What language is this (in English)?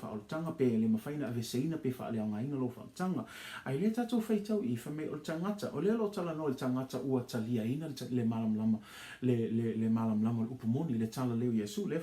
Samoan